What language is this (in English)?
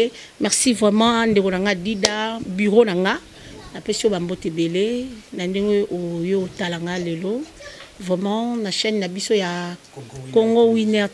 Lingala